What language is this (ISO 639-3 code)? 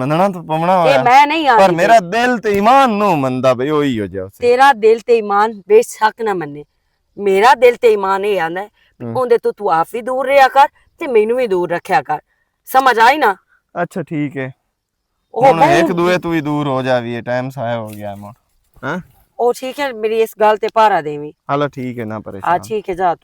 lah